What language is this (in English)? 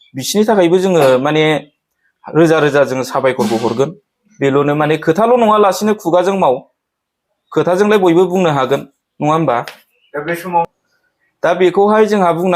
Bodo